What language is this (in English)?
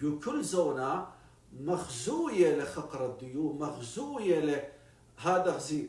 Assyrian Neo-Aramaic